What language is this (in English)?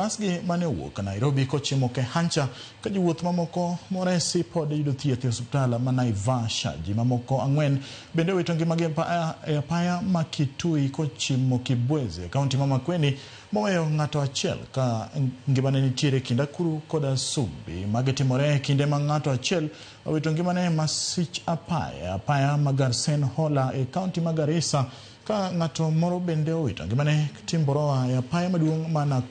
Luo (Kenya and Tanzania)